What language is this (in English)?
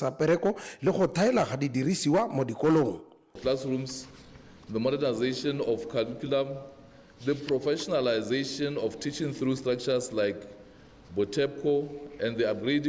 Tswana